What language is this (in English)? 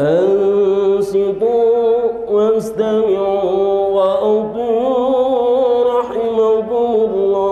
Banjar